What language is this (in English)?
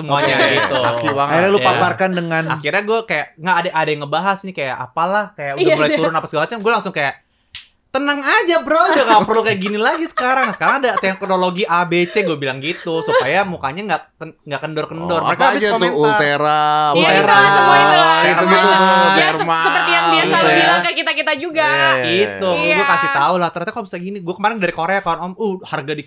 Indonesian